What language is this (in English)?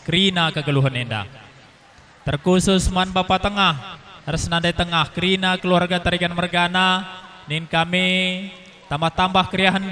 Batak Karo